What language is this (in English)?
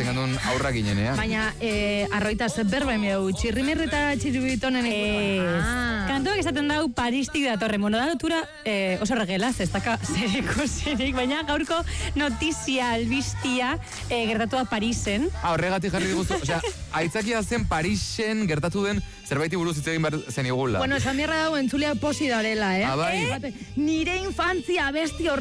Basque